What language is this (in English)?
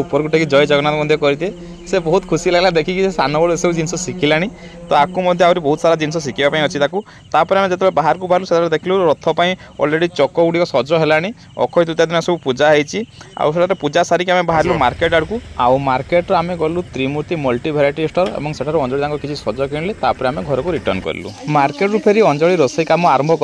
Odia